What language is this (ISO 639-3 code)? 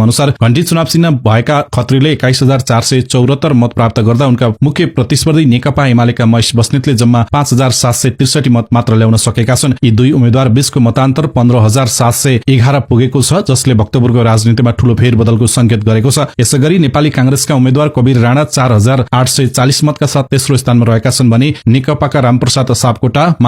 nep